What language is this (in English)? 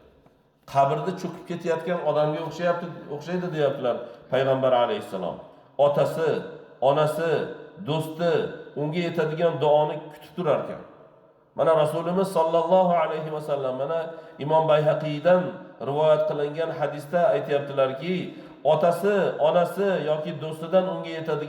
Uzbek